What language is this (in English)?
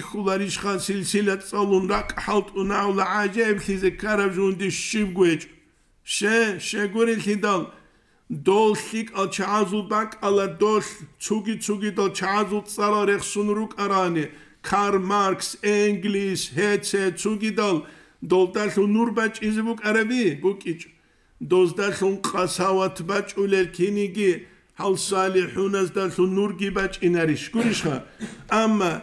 Avaric